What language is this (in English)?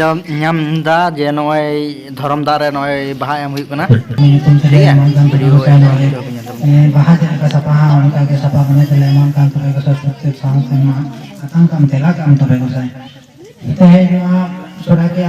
Santali